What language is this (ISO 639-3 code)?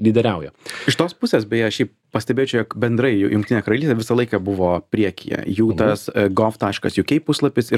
lit